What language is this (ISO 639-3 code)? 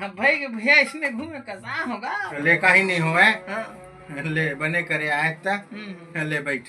hne